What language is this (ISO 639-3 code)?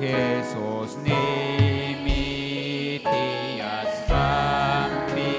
quy